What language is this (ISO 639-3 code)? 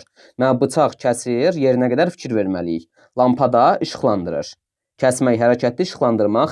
aze